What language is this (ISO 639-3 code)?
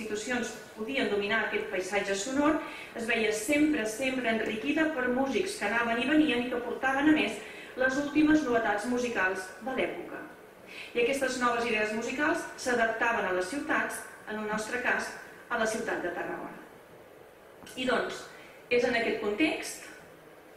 cat